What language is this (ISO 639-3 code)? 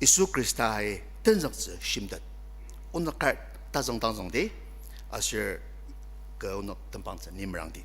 njo